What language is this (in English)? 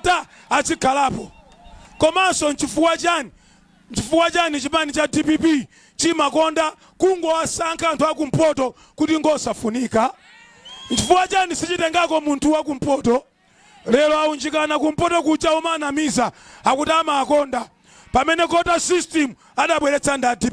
Nyanja